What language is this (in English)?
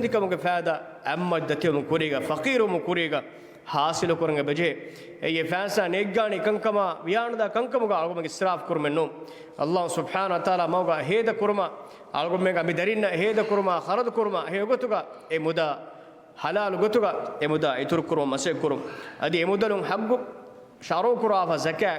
Divehi